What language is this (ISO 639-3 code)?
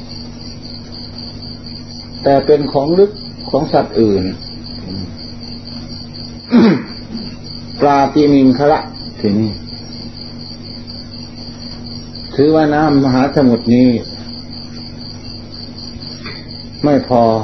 tha